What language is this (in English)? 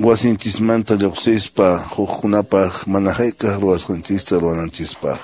Quechua